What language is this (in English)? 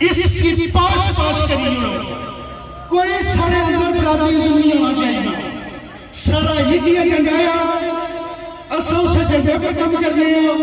Pahari-Potwari